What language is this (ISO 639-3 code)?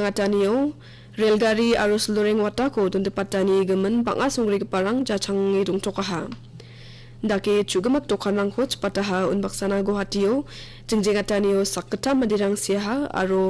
grt